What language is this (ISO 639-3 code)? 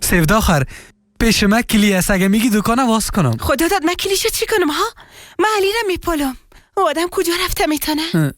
fas